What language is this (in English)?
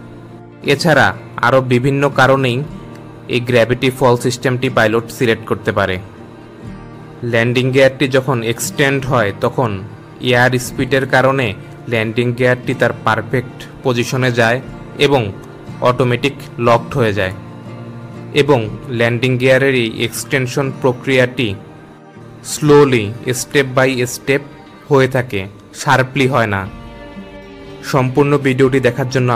Bangla